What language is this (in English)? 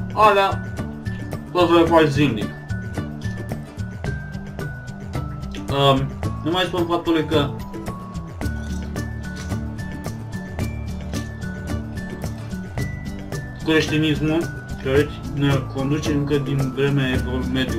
Romanian